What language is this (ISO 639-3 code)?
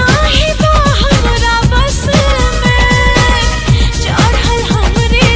bho